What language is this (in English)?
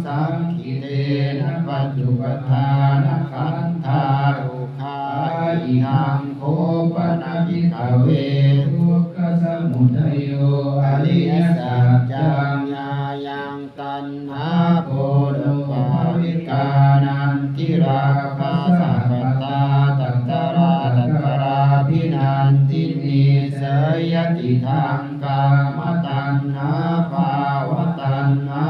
Pali